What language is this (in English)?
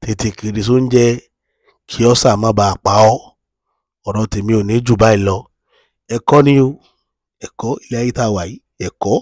Yoruba